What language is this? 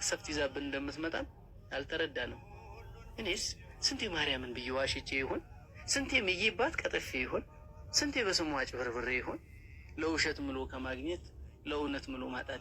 Amharic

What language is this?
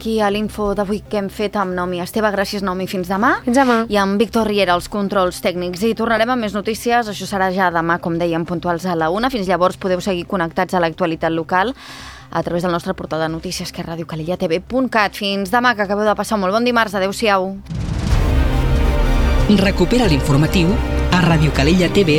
Catalan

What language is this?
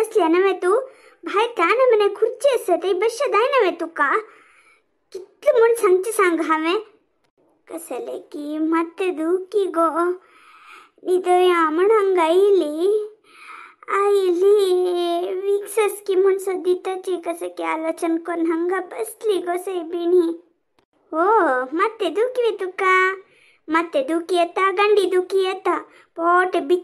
Konkani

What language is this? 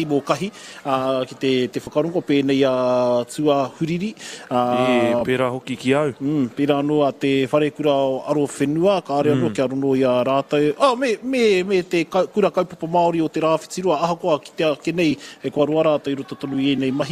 Māori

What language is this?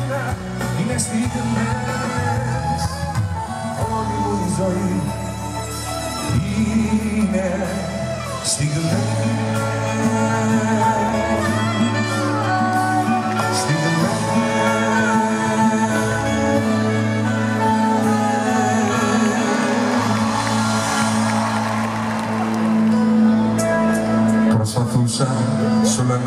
Greek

